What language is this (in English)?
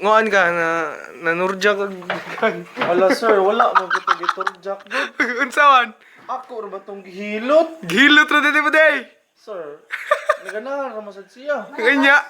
Cebuano